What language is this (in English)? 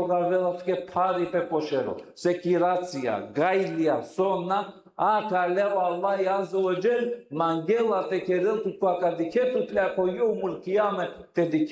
Balkan Romani